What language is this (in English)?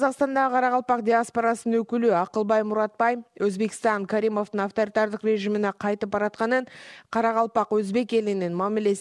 Kyrgyz